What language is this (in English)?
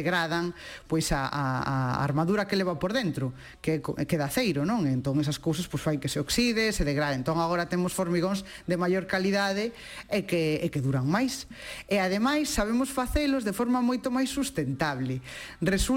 Galician